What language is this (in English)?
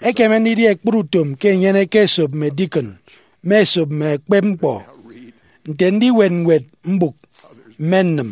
Efik